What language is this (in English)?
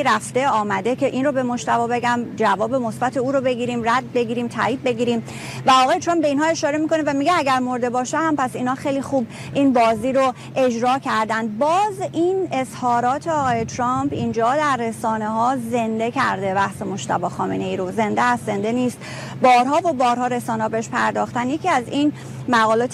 Persian